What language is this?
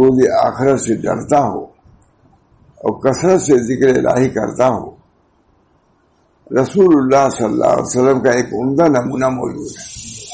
Urdu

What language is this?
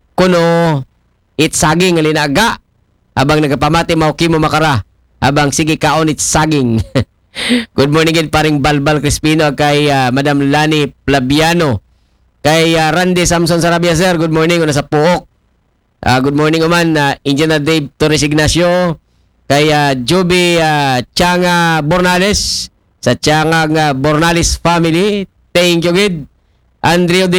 Aklanon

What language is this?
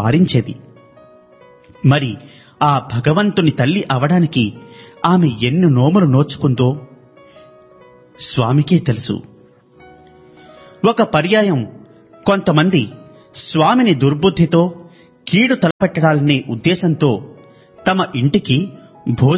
Telugu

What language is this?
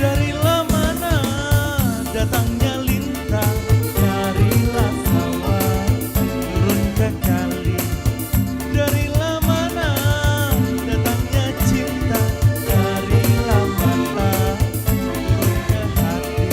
Musi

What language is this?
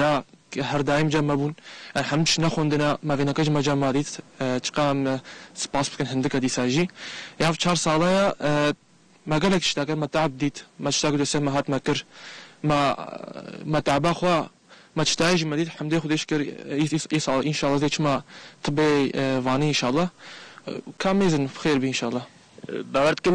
Kurdish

